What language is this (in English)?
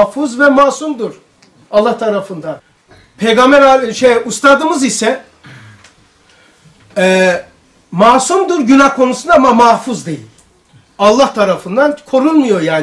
Turkish